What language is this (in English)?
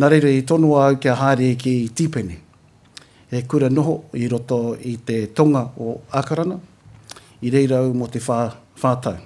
Māori